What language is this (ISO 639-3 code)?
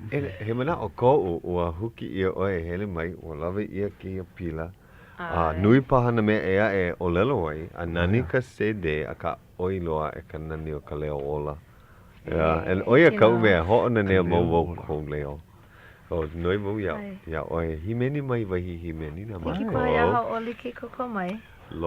haw